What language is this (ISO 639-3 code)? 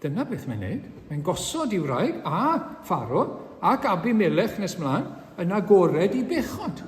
cym